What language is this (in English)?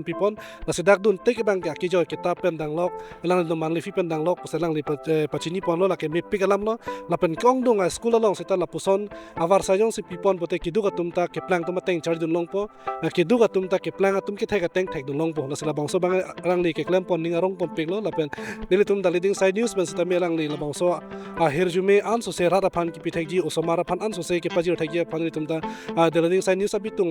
Karbi